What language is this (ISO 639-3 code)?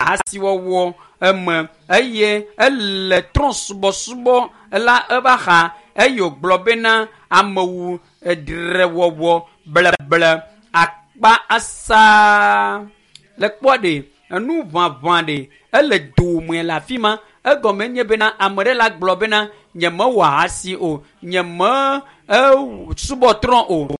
ewe